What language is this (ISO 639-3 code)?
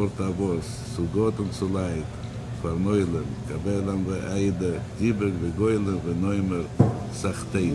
yid